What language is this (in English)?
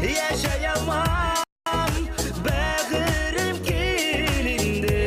Bashkir